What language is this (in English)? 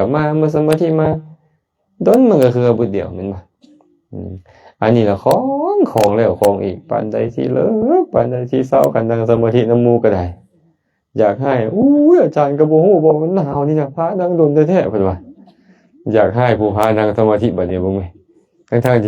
Lao